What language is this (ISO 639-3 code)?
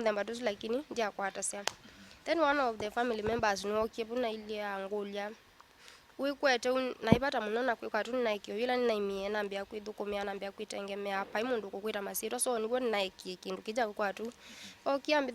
kam